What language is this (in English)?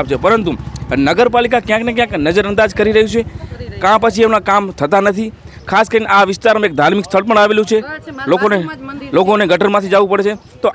Gujarati